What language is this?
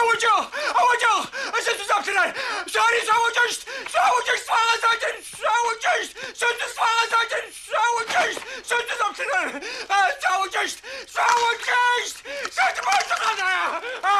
Adyghe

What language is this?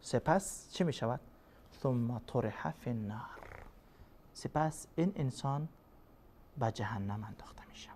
Persian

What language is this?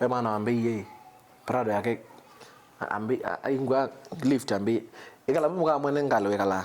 Kamba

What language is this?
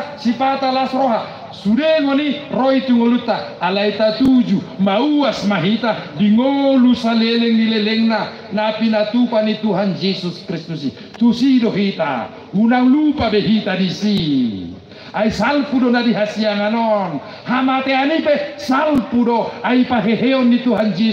Batak Toba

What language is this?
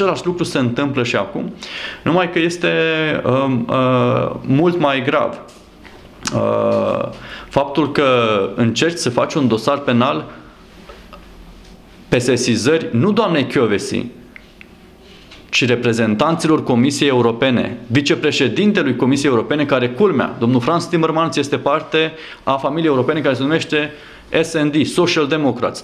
Romanian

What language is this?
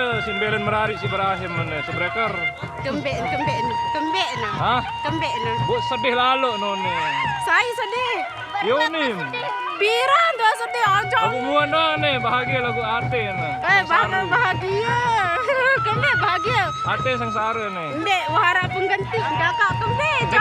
Sasak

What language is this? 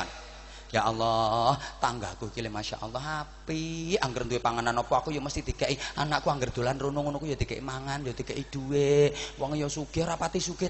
Javanese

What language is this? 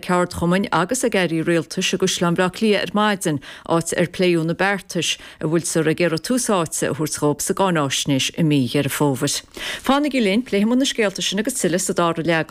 Irish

